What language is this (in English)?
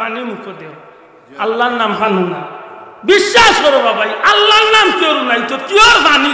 Sylheti